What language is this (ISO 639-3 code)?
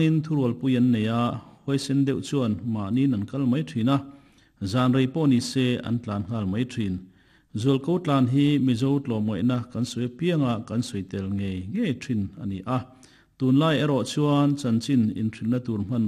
lus